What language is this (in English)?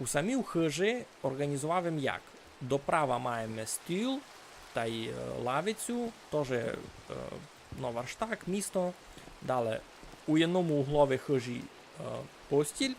Rusyn